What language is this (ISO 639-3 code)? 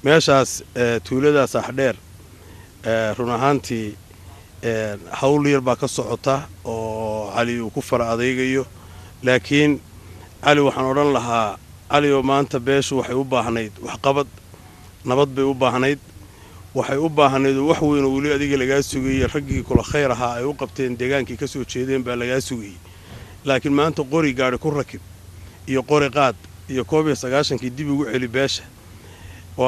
som